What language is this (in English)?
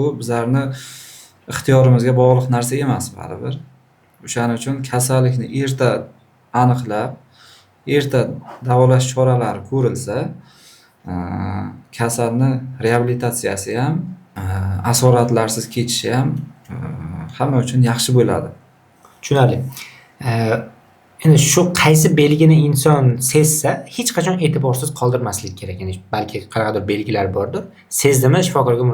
Uzbek